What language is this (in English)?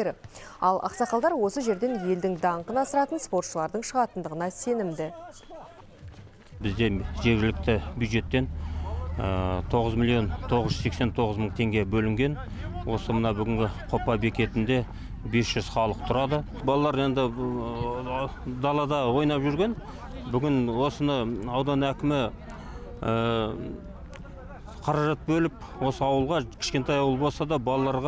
Kazakh